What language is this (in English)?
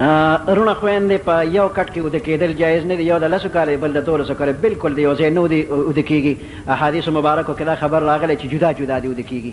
Pashto